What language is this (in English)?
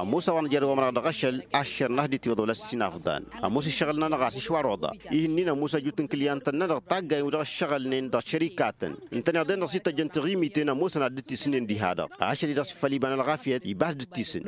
Tamasheq